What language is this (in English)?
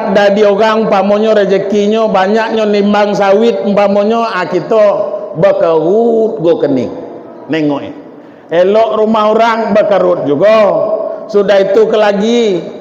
Minangkabau